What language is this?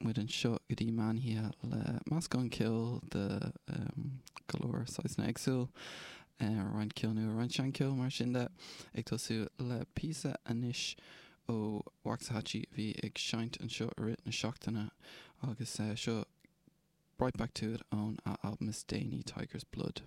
Irish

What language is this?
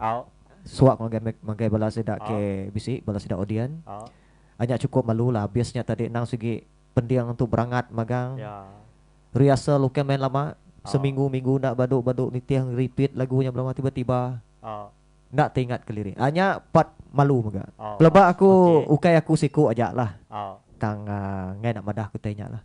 Iban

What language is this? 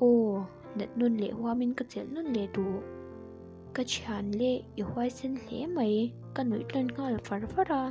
Mizo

